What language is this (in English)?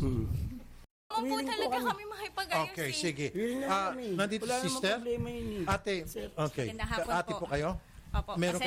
Filipino